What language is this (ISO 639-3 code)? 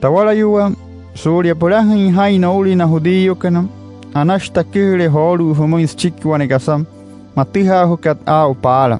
guc